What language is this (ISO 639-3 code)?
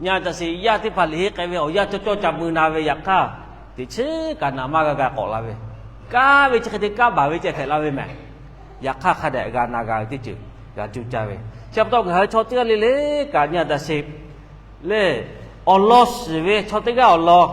lhu